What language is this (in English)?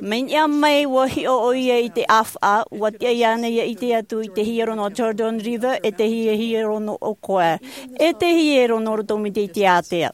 Tahitian